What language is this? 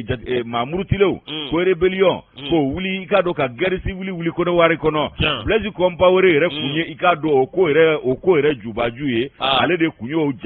Bambara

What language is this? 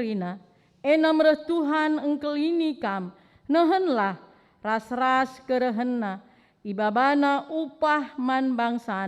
Batak Karo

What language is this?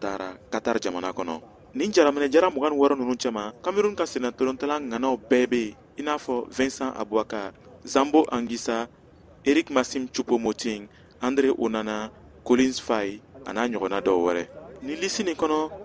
Bambara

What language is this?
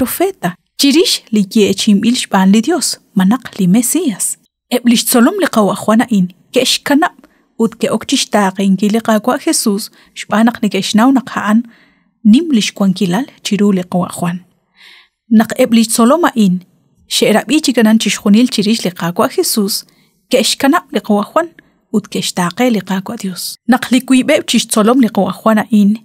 Kekchí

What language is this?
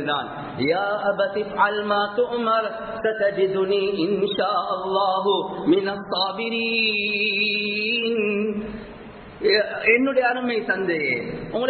Tamil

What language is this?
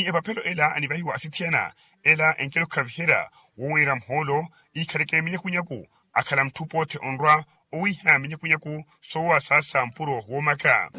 Makhuwa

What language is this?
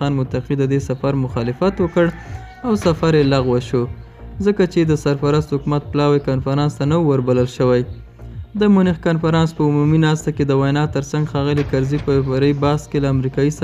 Pashto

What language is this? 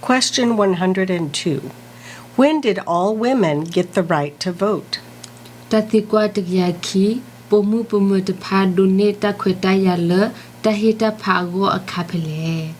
S'gaw Karen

